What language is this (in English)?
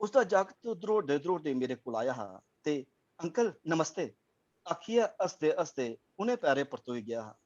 Dogri